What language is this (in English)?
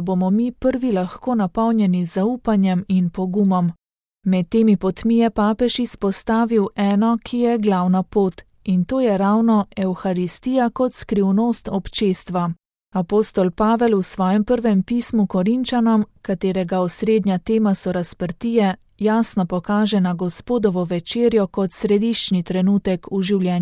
Slovenian